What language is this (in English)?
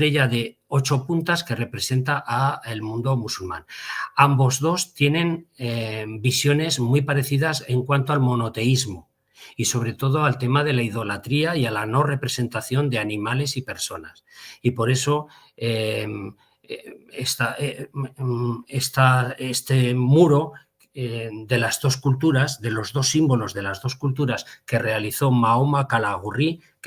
Ladino